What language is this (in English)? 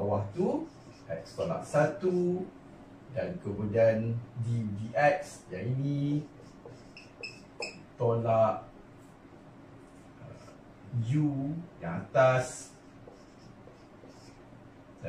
Malay